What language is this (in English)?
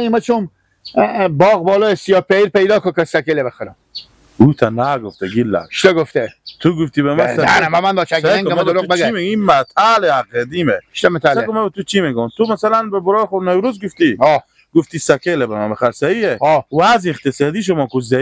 Persian